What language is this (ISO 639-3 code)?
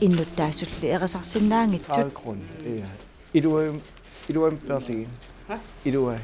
kal